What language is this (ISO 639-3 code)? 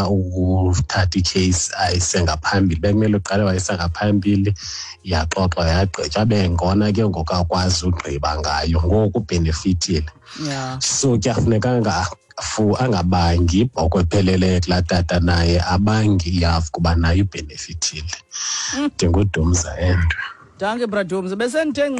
xho